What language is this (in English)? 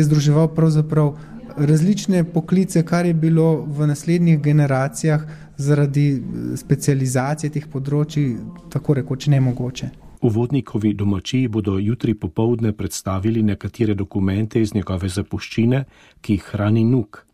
Slovenian